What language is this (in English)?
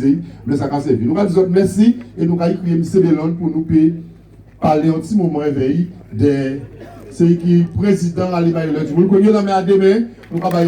Guadeloupean Creole French